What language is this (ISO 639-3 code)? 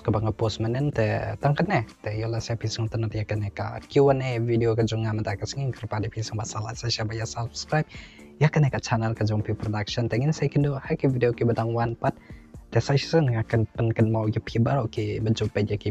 kha